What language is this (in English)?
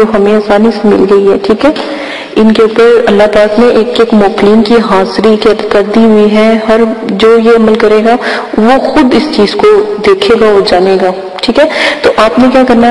Urdu